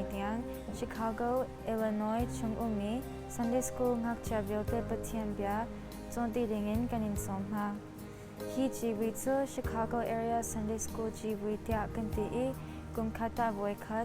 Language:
Hakha Chin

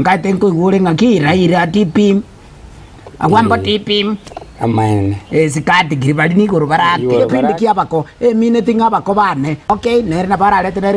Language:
Gusii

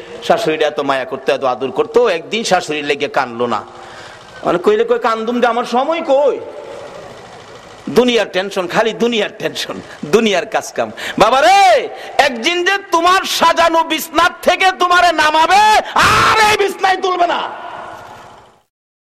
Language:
Bangla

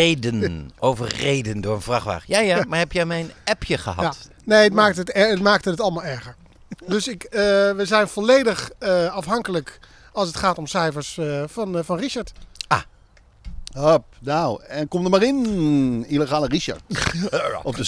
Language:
Dutch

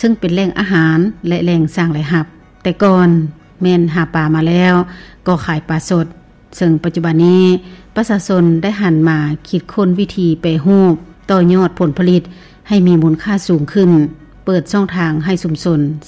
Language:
Lao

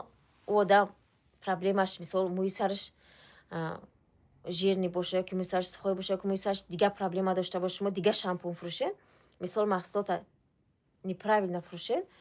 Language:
Tajik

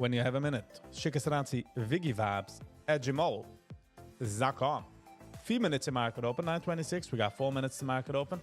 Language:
Yiddish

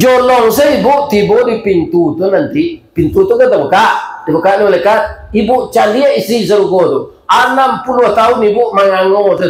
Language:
Minangkabau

